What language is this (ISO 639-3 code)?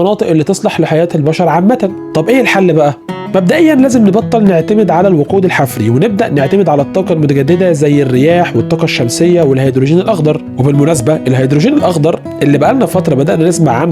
arz